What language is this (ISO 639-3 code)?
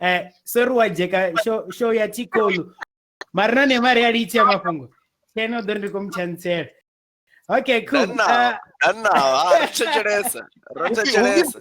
ven